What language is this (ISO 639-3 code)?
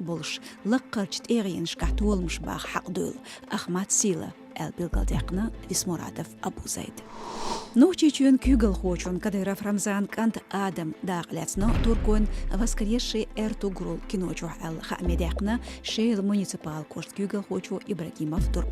che